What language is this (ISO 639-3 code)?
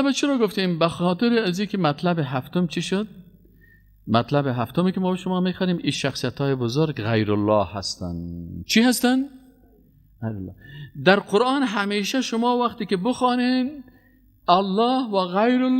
fas